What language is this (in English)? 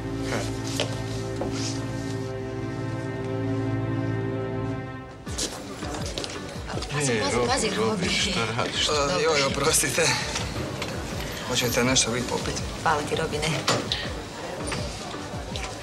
Croatian